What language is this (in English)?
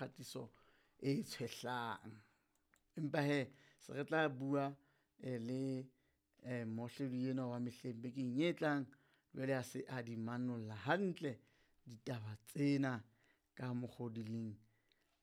Southern Sotho